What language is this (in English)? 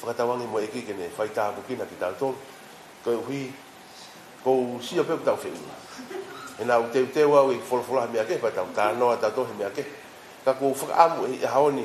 Tongan